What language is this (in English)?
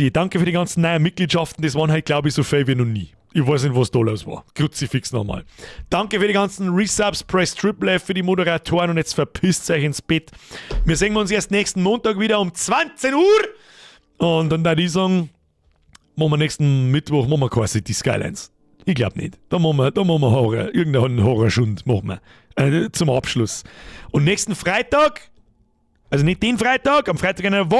Bavarian